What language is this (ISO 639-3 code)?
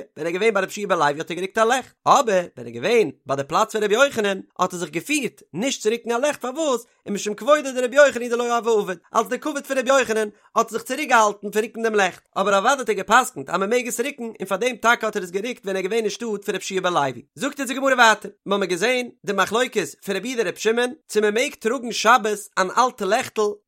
yid